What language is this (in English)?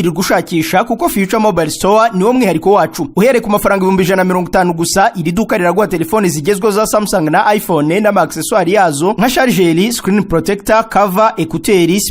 Kinyarwanda